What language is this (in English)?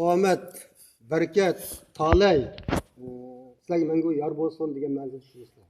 Uyghur